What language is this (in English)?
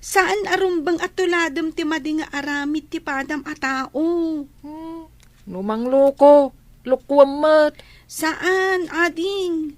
Iloko